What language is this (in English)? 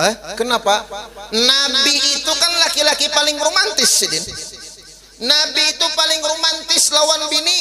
Banjar